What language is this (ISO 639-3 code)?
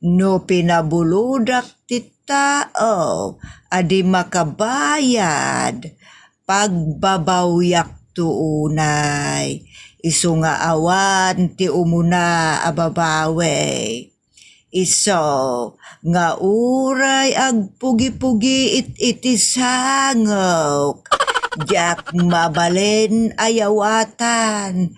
ilo